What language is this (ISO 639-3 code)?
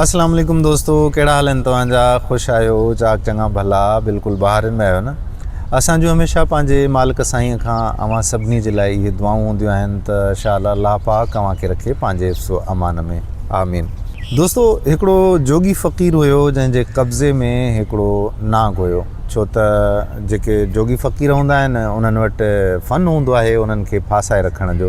snd